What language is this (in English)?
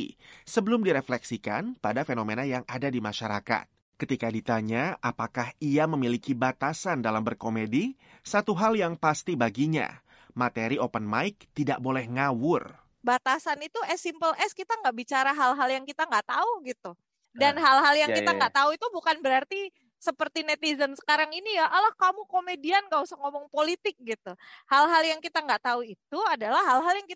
Indonesian